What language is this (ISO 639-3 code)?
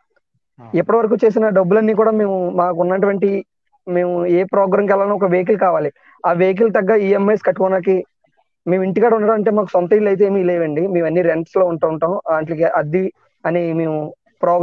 tel